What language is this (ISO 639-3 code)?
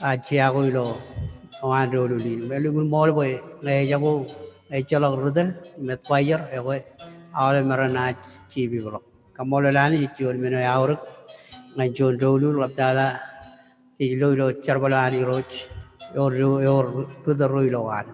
mah